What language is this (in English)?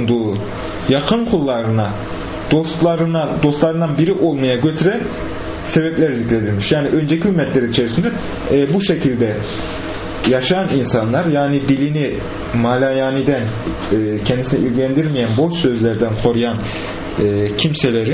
Turkish